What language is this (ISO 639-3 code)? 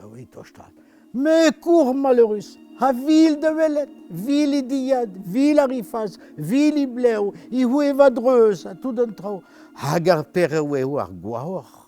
bre